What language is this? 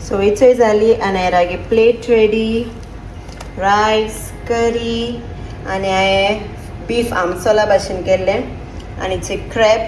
Konkani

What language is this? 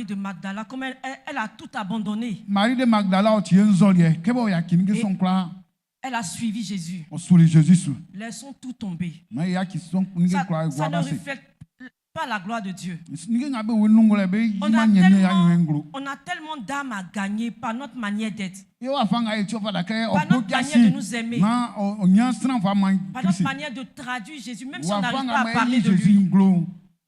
Baoulé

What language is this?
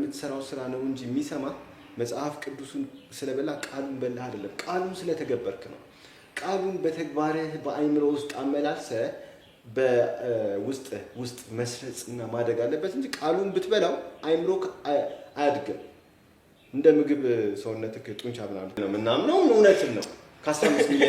Amharic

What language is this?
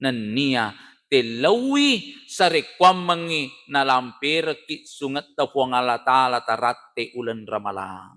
Buginese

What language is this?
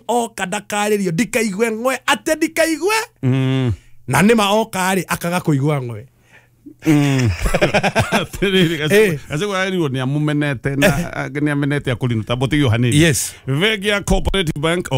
Kikuyu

